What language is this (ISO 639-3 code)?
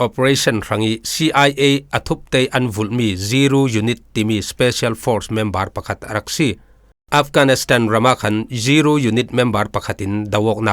cfm